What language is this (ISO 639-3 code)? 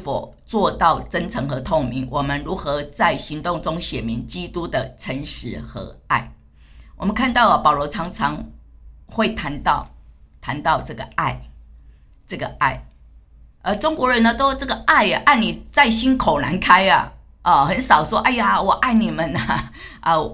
zho